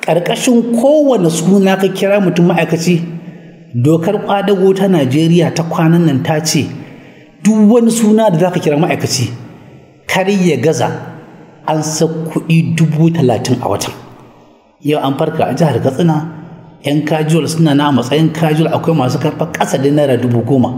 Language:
Hausa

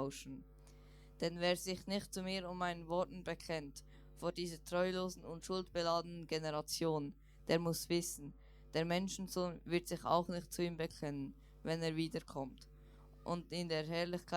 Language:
Swiss German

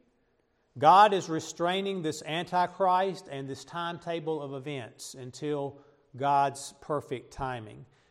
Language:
English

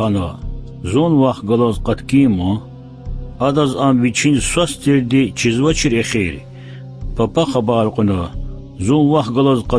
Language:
Lezghian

